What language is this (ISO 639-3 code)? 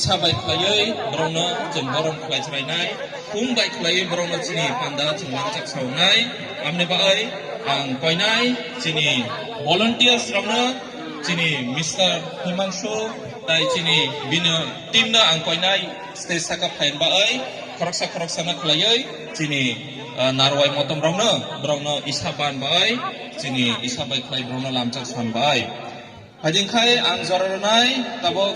trp